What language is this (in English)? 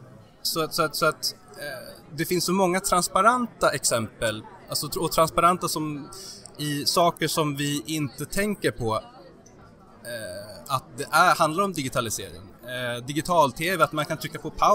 Swedish